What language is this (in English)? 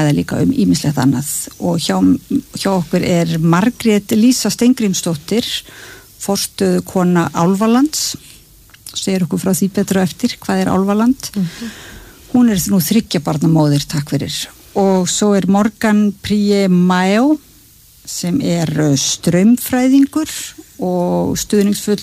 Icelandic